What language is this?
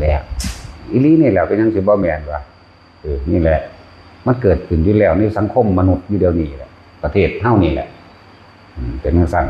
Northeastern Thai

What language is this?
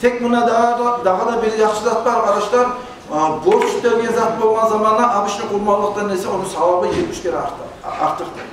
Kumyk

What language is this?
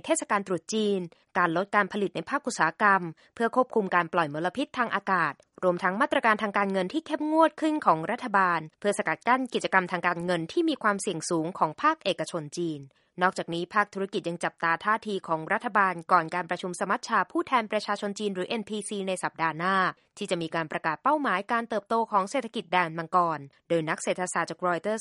Thai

